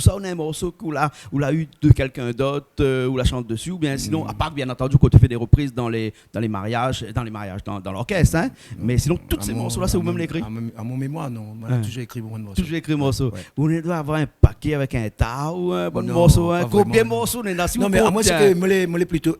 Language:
Réunion Creole French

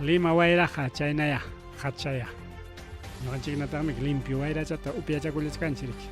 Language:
Ayacucho Quechua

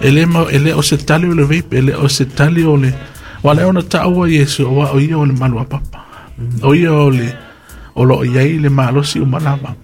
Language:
Samoan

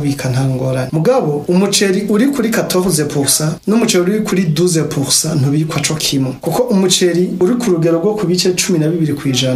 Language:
Rundi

